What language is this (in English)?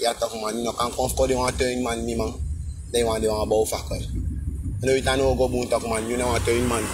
Sranan Tongo